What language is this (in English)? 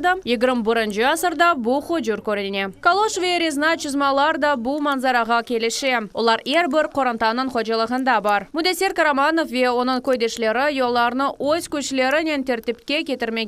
Crimean Tatar